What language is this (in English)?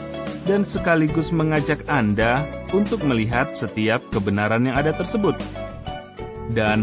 Indonesian